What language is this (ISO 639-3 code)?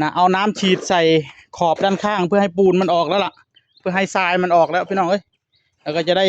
tts